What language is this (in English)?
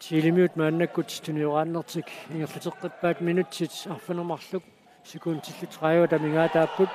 Kalaallisut